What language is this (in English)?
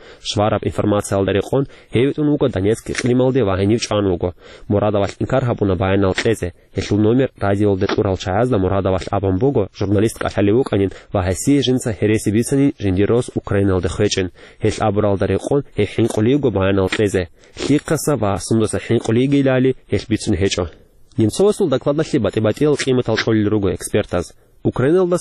Avaric